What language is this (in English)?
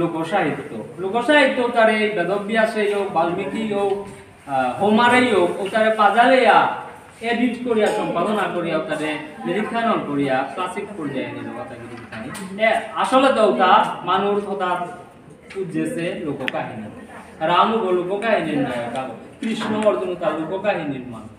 Bishnupriya